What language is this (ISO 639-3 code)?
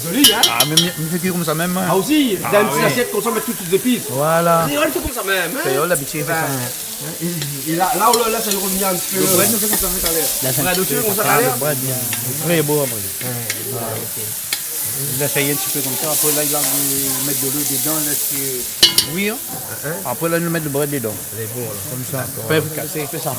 rcf